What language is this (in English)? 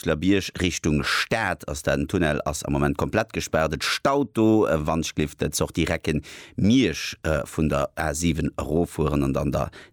Luxembourgish